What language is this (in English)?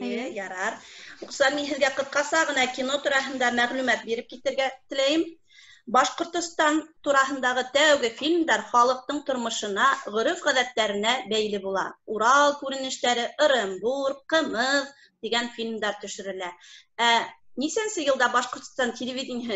Bashkir